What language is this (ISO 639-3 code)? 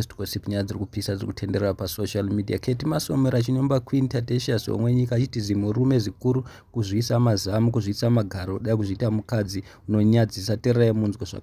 sna